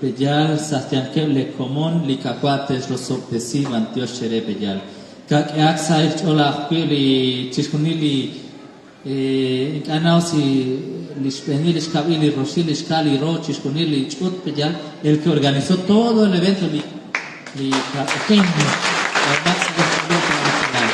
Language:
Kekchí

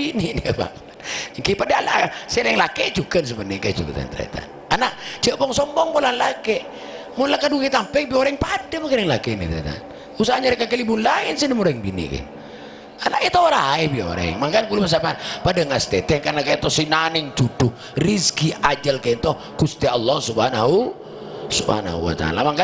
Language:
Madurese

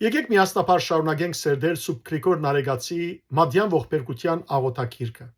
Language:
Western Armenian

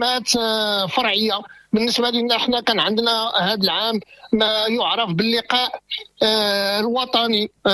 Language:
Moroccan Arabic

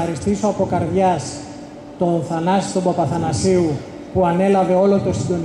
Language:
Greek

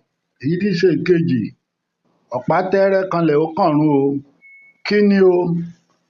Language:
Yoruba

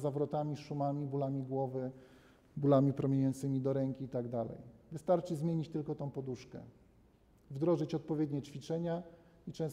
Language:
Polish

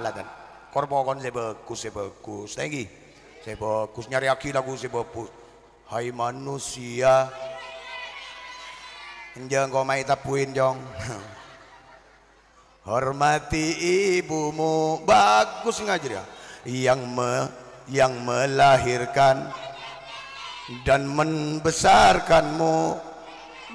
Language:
Madurese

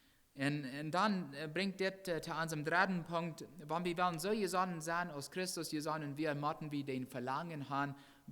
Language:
Plautdietsch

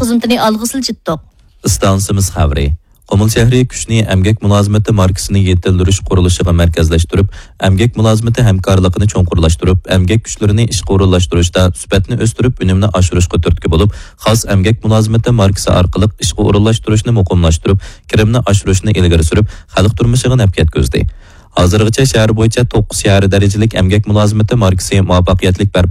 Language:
Uyghur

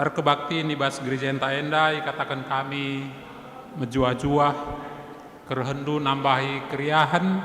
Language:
Batak Karo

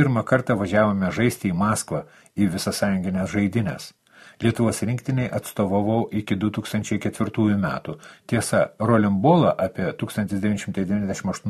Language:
Lithuanian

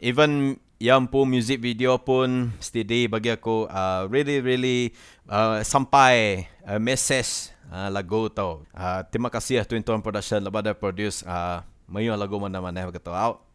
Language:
Iban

